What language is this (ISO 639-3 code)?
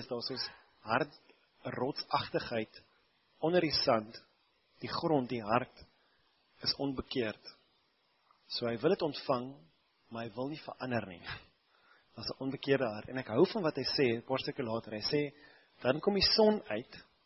afr